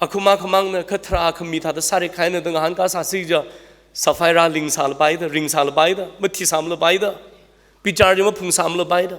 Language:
Tangkhul Naga (India)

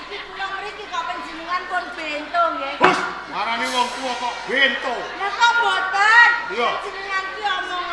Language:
Javanese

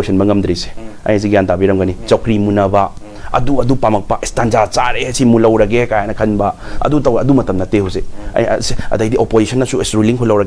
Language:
Manipuri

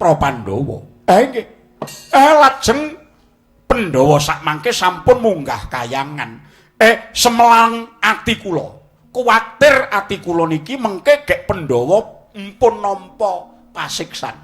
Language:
Javanese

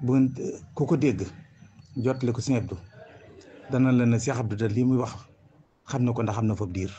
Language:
Wolof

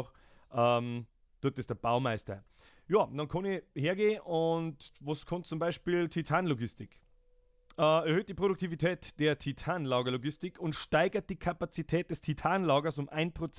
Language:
Bavarian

